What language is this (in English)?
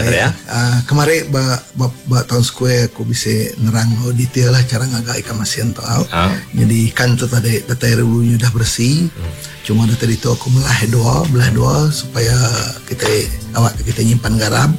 Iban